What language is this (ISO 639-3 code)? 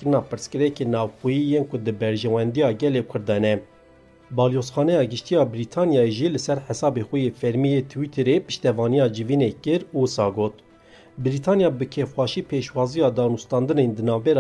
kur